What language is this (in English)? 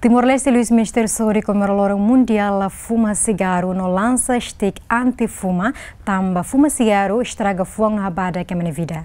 Tetum